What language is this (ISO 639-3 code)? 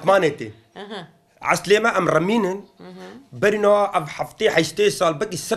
kur